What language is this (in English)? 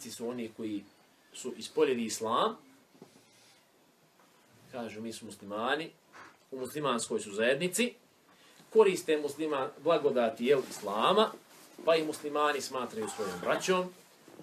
Bosnian